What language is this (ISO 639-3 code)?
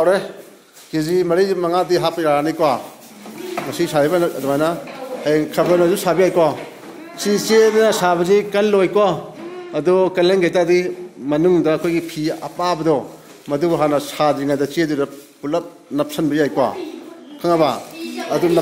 mni